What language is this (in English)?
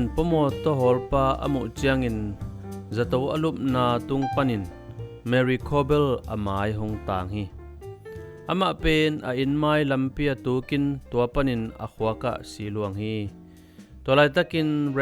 Tedim Chin